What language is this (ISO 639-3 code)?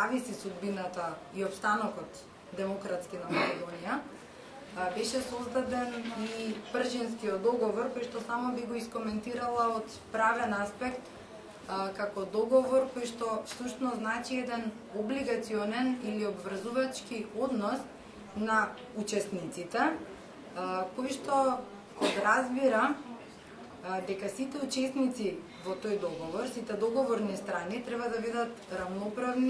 mkd